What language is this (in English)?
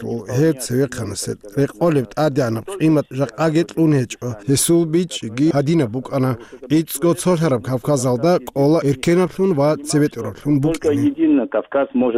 Avaric